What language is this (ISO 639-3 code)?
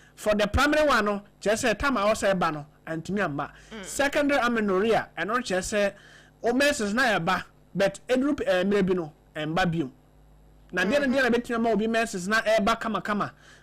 aka